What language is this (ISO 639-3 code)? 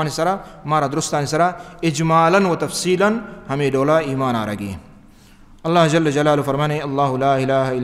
bal